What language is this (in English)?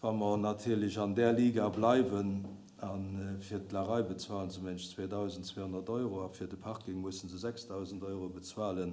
Luxembourgish